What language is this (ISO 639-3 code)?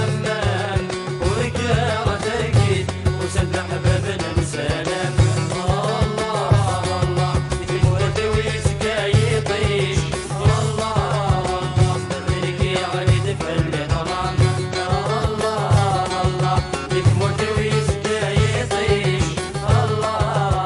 kab